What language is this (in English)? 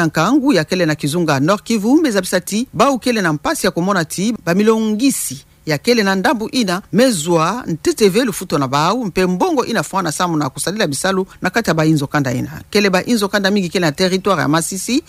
Kituba (Democratic Republic of Congo)